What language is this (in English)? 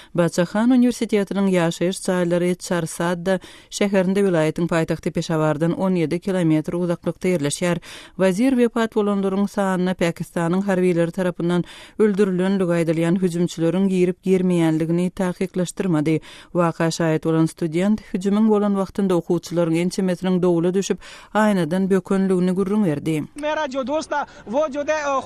Turkmen